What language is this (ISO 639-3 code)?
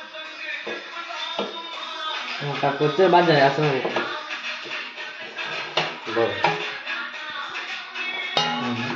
mar